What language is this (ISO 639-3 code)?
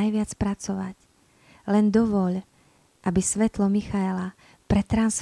slk